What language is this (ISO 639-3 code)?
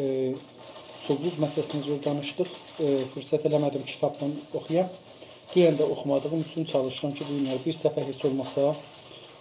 azb